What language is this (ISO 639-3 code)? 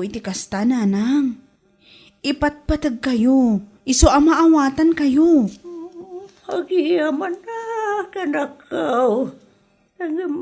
ilo